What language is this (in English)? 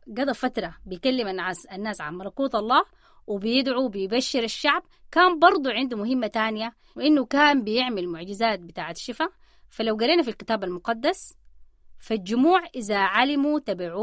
Sudanese Arabic